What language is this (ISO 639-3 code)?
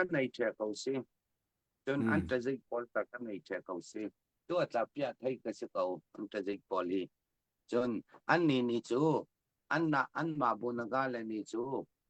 cfm